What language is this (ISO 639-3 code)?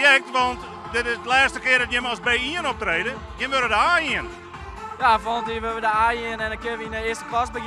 fry